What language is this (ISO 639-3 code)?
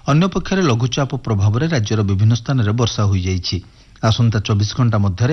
ori